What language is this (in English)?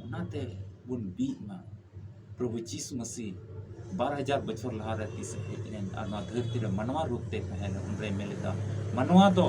Santali